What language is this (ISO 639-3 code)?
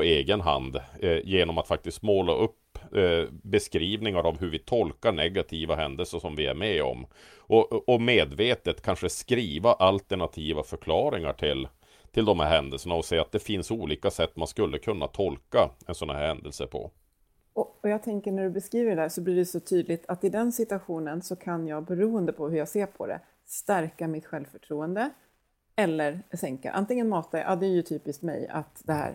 swe